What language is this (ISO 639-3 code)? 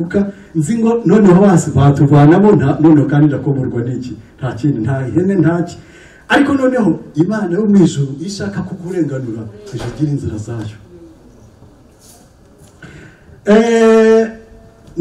kin